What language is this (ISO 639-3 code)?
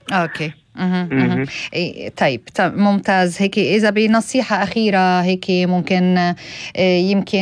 apc